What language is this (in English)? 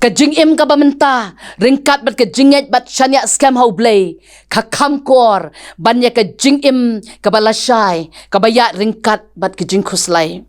Khasi